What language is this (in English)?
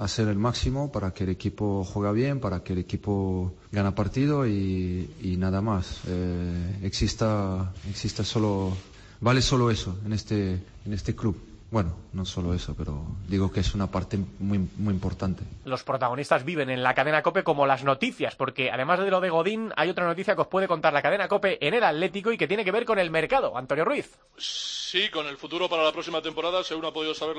Spanish